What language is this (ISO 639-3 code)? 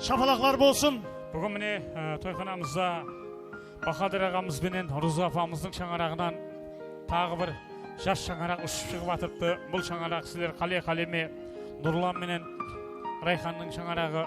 kaa